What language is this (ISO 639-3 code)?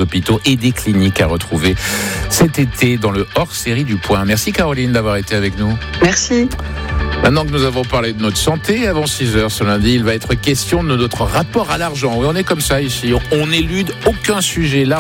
fra